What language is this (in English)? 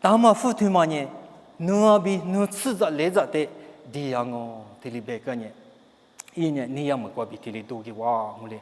Lisu